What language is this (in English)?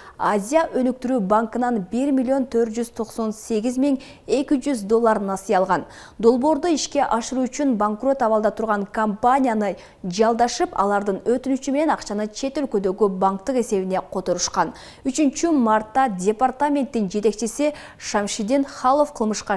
Kyrgyz